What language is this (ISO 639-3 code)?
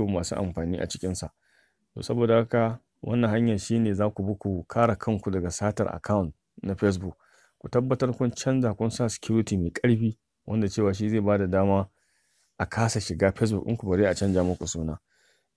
hau